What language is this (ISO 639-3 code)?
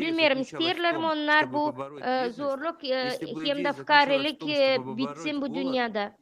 gag